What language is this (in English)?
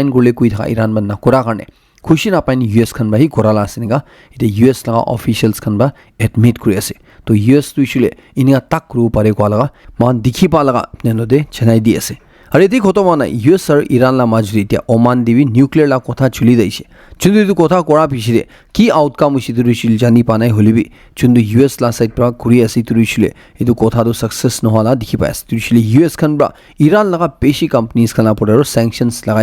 Naga Pidgin